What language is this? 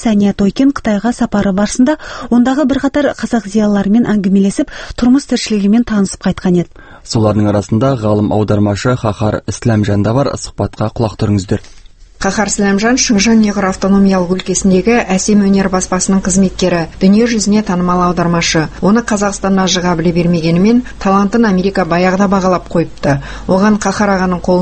Kazakh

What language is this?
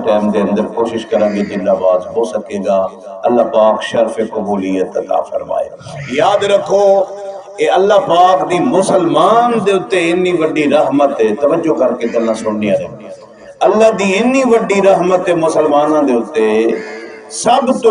Saraiki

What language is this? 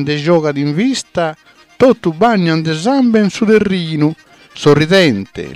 Sardinian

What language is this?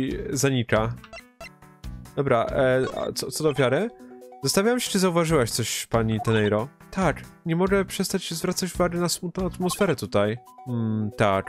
Polish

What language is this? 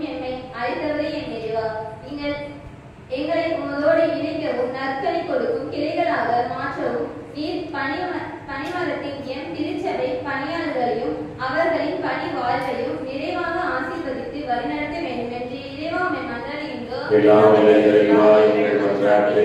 Tamil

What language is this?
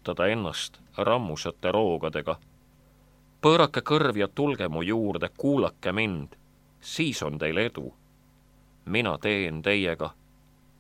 Estonian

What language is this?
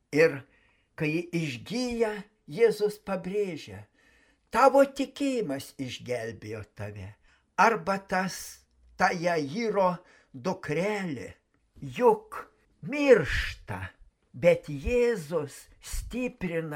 Lithuanian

